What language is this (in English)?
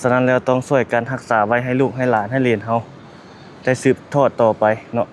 Lao